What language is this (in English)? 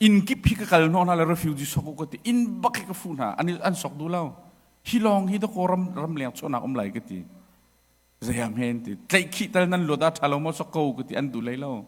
Hakha Chin